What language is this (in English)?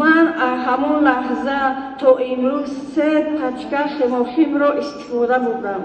Tajik